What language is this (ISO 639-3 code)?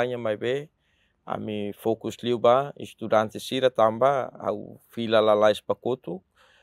tet